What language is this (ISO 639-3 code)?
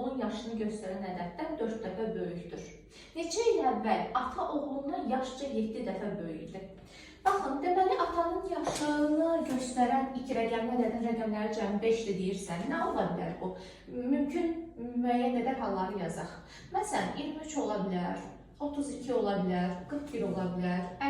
aze